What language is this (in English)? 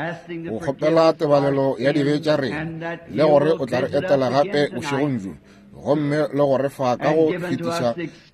Northern Sotho